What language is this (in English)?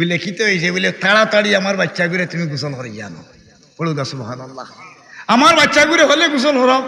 Sylheti